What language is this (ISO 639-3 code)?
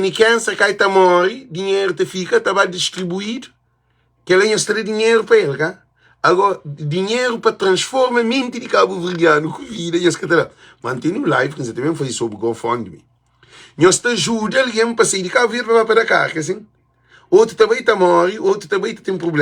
kea